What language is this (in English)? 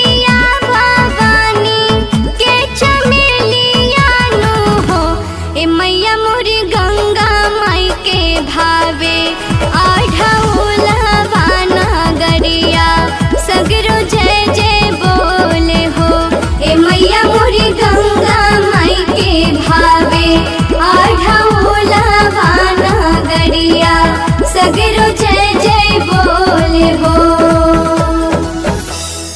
Bhojpuri